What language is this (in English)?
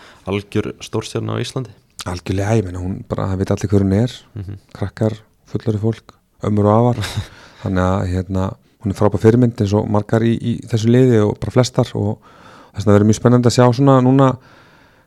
Icelandic